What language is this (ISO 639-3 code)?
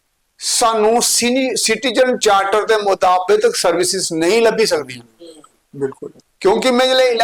doi